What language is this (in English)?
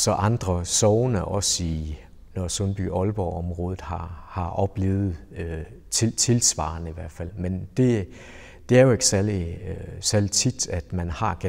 Danish